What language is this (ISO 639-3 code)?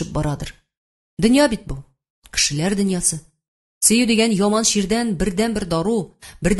tat